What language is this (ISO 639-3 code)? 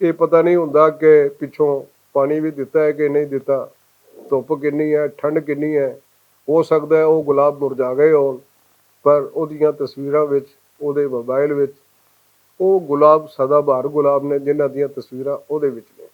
lah